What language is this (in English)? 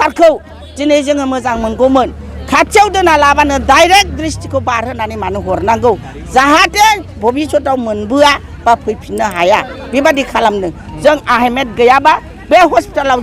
Bodo